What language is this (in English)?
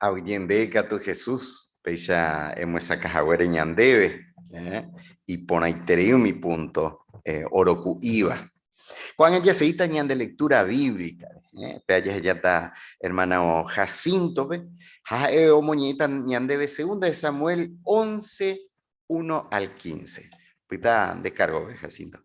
Guarani